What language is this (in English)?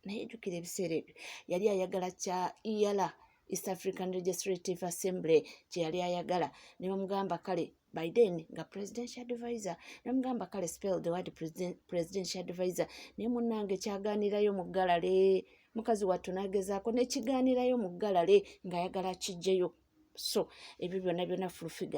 Ganda